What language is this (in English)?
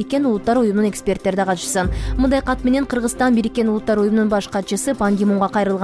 Kyrgyz